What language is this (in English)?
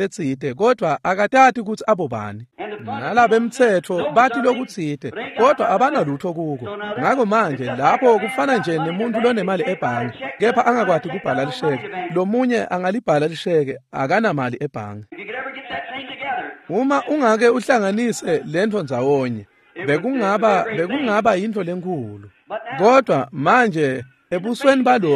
Swati